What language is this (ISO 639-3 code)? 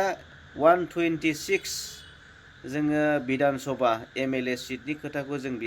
brx